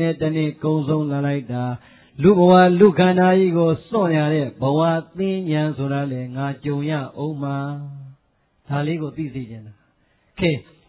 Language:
Burmese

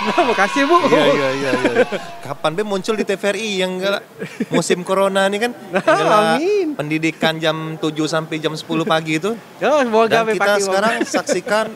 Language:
Musi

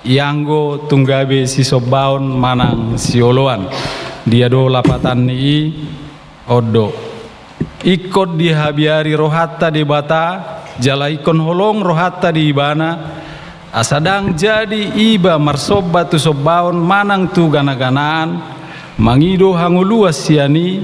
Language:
Batak Toba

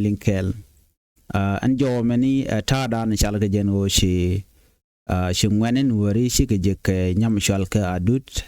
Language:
Nuer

